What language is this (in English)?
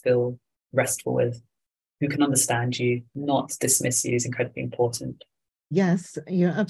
English